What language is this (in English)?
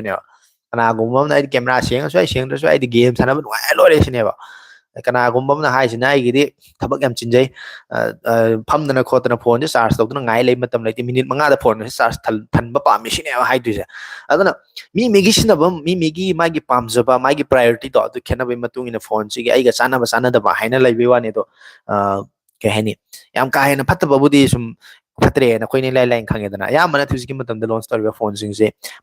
Manipuri